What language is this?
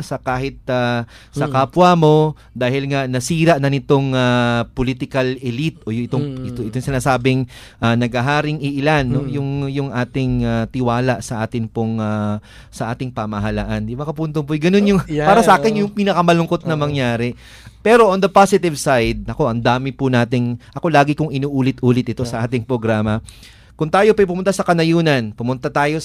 Filipino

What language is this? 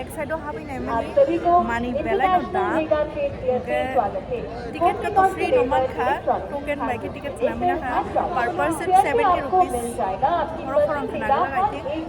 Kok Borok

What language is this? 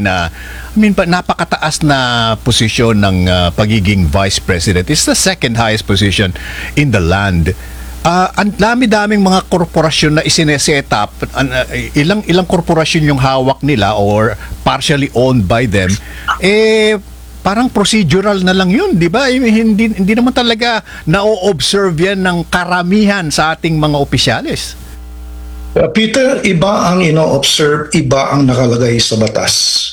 Filipino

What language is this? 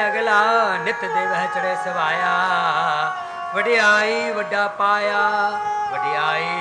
Punjabi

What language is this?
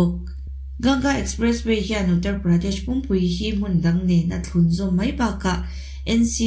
Mizo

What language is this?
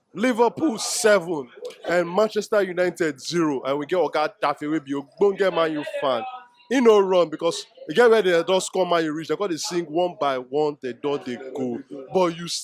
Nigerian Pidgin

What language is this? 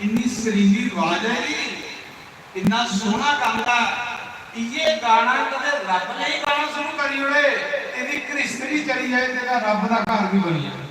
Dogri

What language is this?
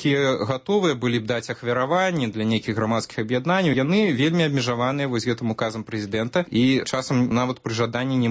Belarusian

